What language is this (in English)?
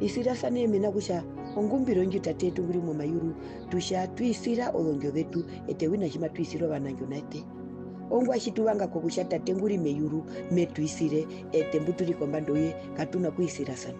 Herero